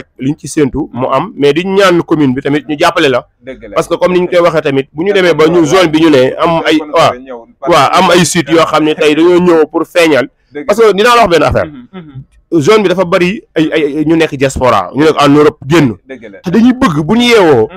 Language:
Wolof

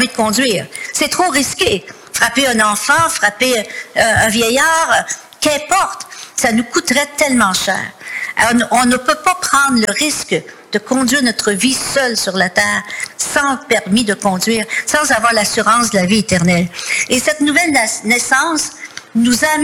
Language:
French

